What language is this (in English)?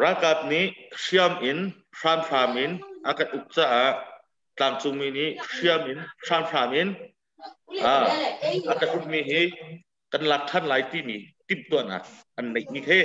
Hakha Chin